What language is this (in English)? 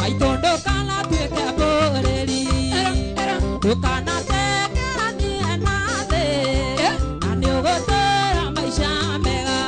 Kikuyu